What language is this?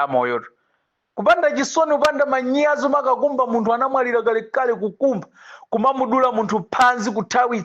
Nyanja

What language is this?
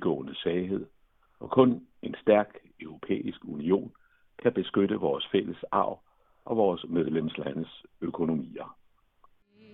Danish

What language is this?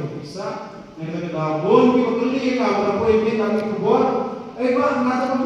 Khasi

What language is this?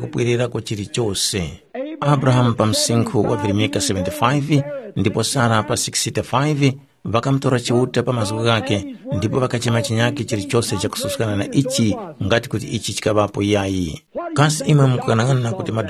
Tumbuka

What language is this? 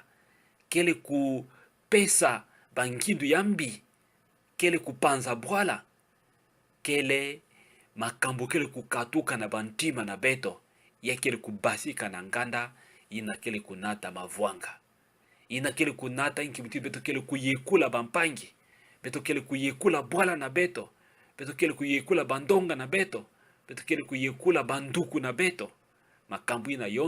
Kituba (Democratic Republic of Congo)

